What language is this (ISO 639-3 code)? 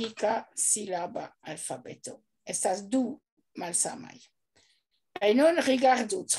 epo